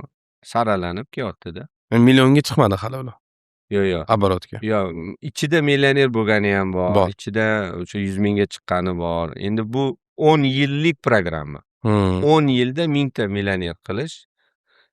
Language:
Uzbek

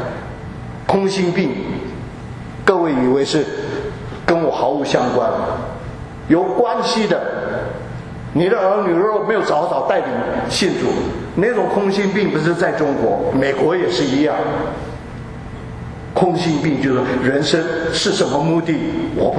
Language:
Chinese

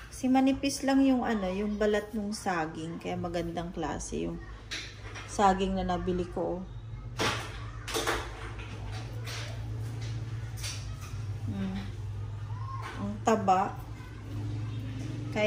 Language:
Filipino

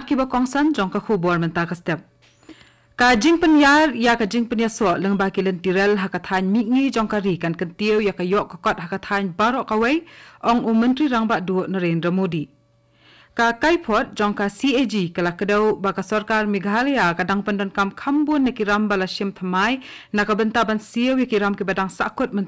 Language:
Khasi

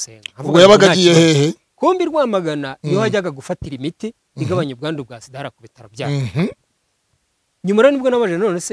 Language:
Kinyarwanda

